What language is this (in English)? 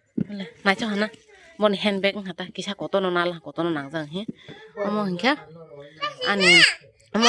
Kok Borok